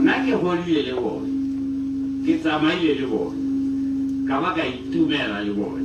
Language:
Tswana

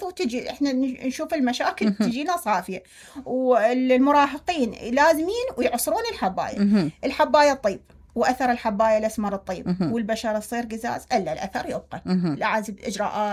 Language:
Mesopotamian Arabic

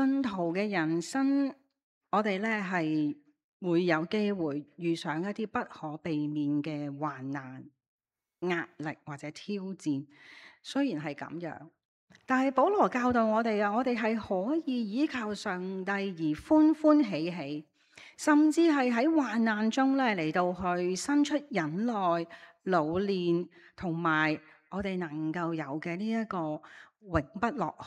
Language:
Cantonese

